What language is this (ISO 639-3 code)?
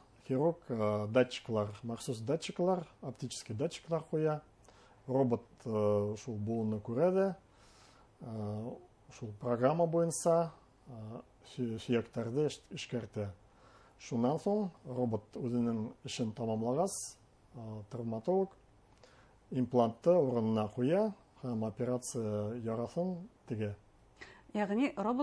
bak